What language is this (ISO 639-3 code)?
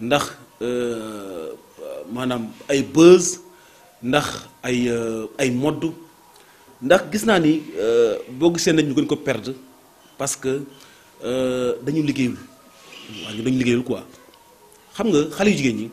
wol